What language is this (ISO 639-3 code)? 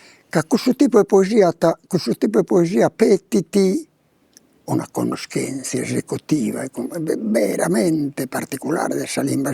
srd